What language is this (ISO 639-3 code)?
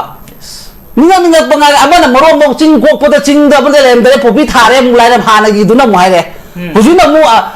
mni